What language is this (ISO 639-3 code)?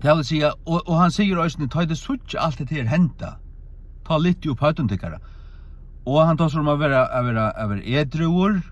fao